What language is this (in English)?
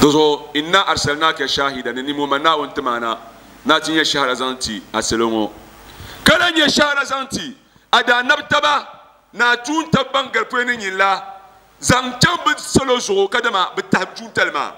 Dagbani